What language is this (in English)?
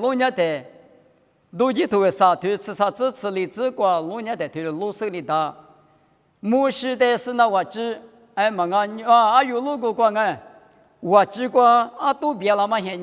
Lisu